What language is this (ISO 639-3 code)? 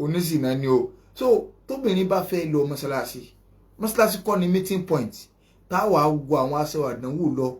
yor